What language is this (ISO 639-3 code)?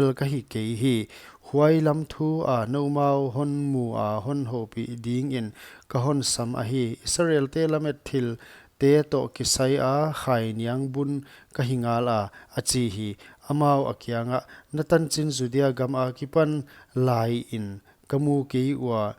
pck